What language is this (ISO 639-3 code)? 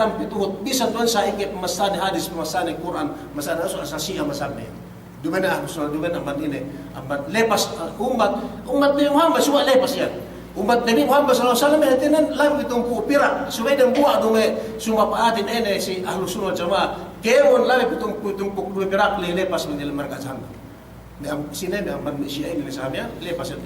yka